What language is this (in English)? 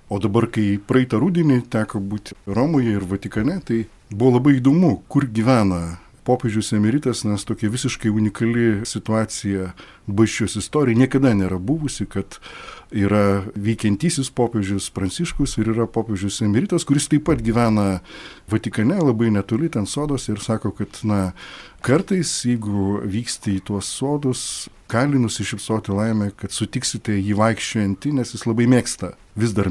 Lithuanian